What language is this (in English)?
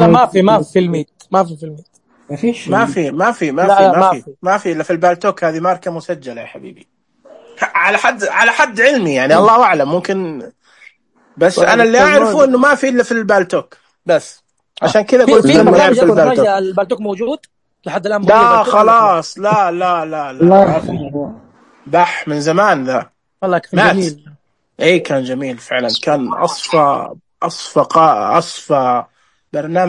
Najdi Arabic